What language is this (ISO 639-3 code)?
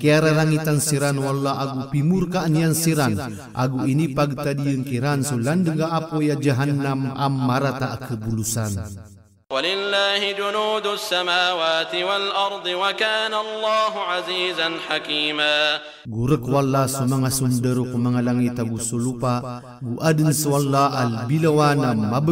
mrw